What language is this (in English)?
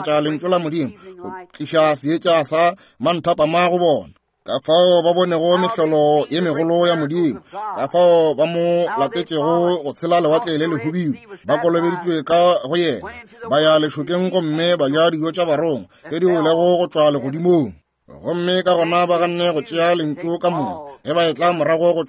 Northern Sotho